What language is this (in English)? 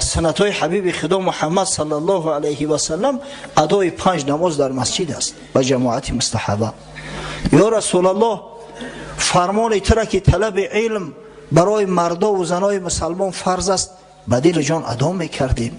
Tajik